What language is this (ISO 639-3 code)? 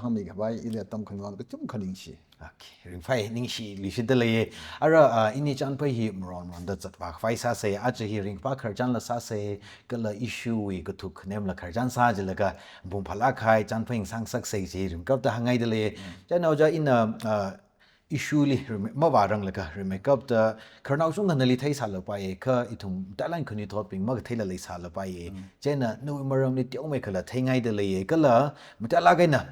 nmf